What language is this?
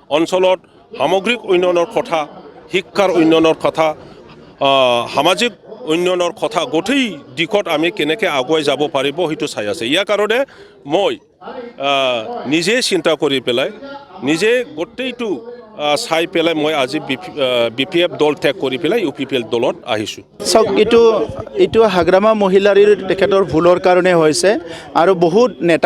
Assamese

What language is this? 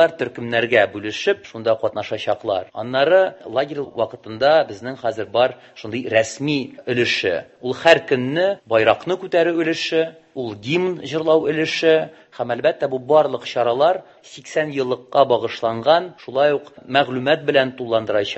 Tatar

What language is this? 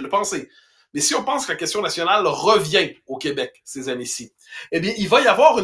French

